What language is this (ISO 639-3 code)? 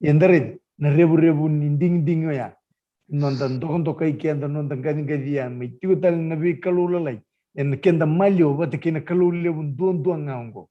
fij